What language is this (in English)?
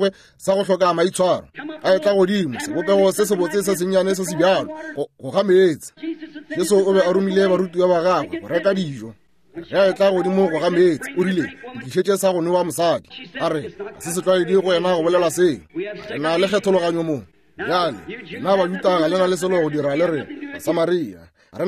Northern Sotho